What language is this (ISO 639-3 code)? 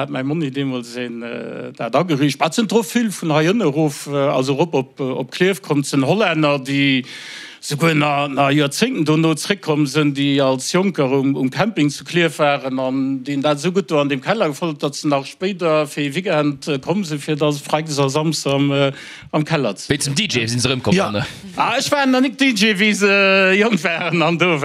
ltz